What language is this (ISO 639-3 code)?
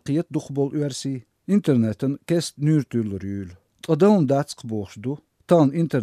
che